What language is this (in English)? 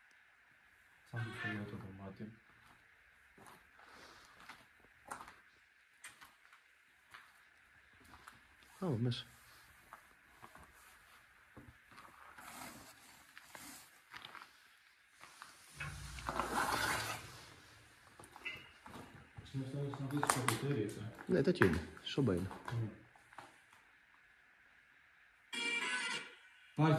Greek